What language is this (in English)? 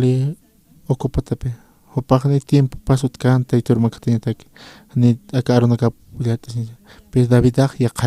Aymara